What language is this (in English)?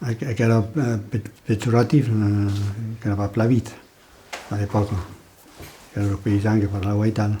Occitan